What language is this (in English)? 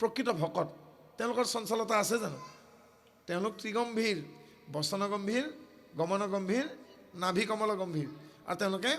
Assamese